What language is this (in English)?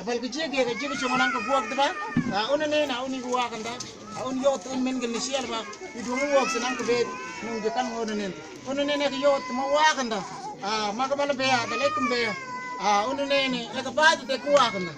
Mabaan